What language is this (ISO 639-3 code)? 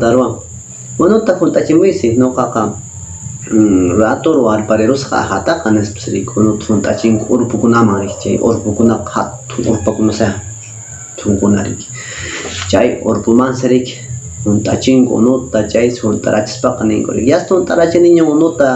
que